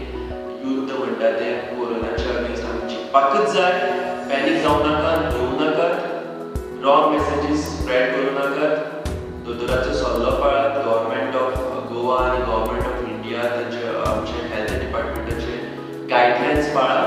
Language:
Konkani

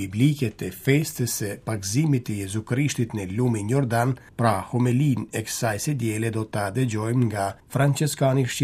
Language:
Albanian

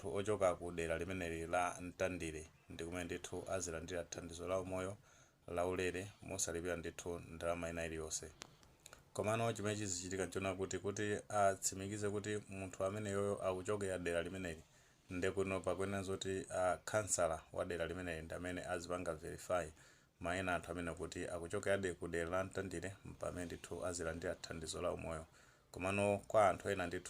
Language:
Nyanja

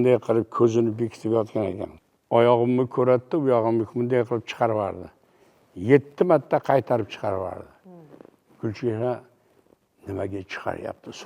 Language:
Uzbek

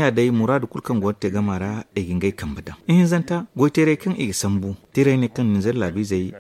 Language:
Zarma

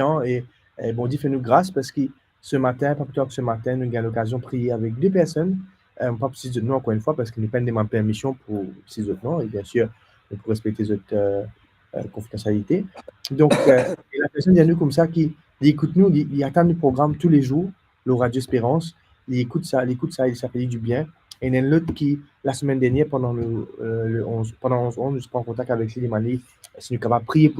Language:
Morisyen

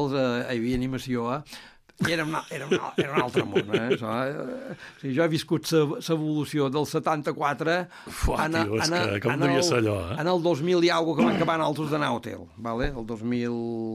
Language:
Catalan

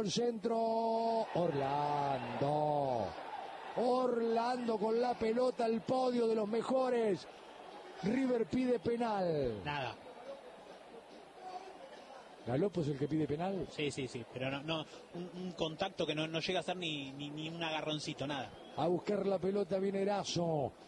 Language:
Spanish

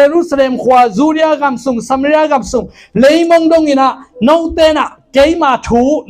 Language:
Tedim Chin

